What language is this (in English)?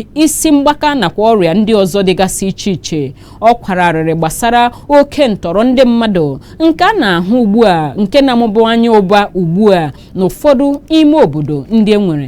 Igbo